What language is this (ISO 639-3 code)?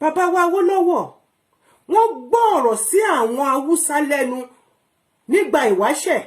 yor